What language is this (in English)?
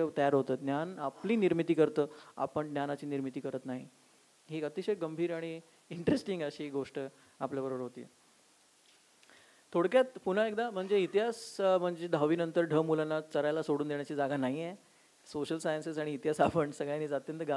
Marathi